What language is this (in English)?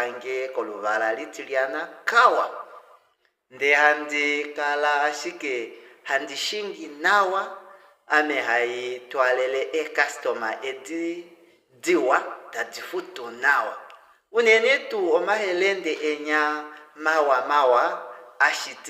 Kuanyama